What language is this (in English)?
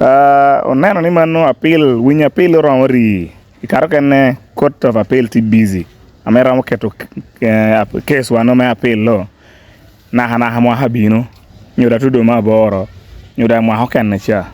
Lango (Uganda)